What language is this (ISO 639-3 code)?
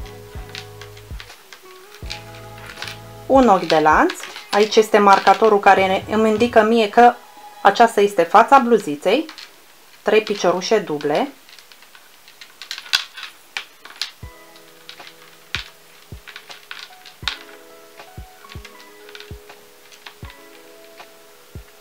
ron